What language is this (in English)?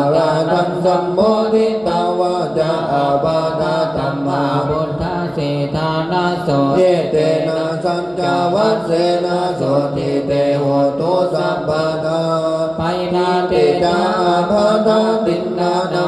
Pali